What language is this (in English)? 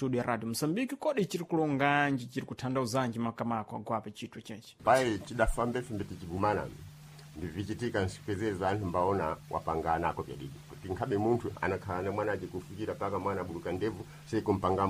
Sena